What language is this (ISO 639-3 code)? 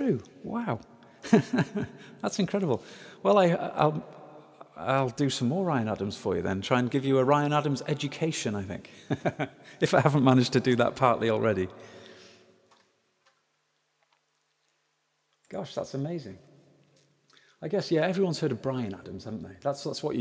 eng